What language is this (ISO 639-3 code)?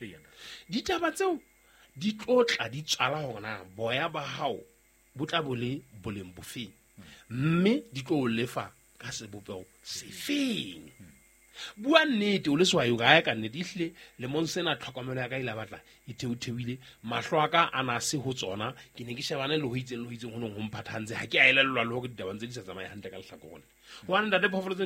sot